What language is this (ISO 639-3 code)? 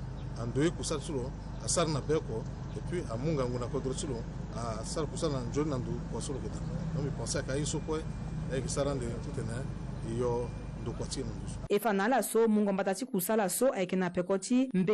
sag